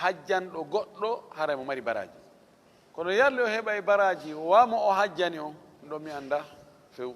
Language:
Fula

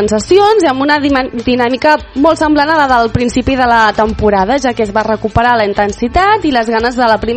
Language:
Catalan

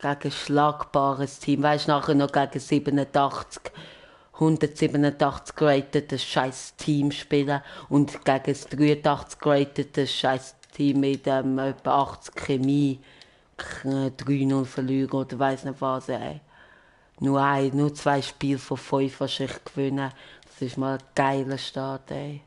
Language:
Swiss German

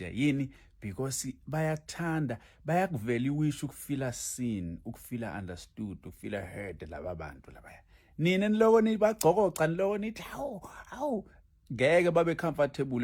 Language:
Zulu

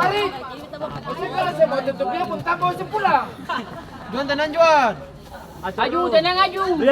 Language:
Ambonese Malay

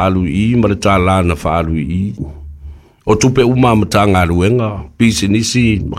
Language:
Samoan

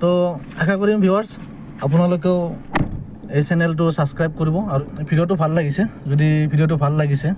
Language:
Assamese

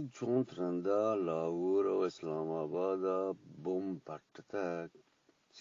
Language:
Eastern Balochi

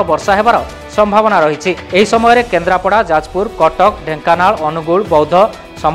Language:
Odia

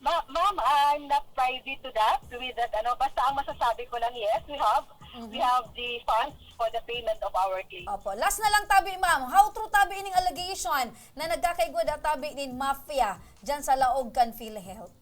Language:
Bikol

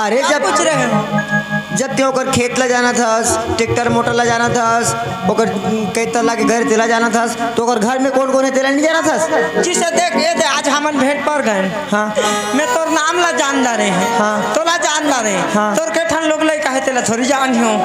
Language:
Chhattisgarhi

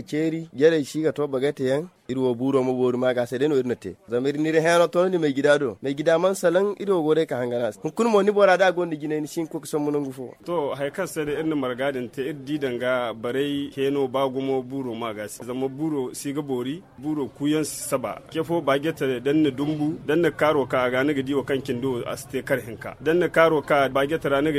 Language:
Zarma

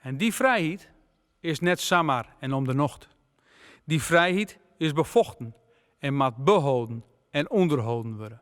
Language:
Western Frisian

